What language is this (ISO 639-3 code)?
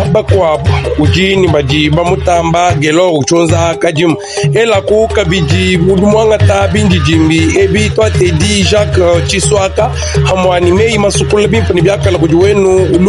lua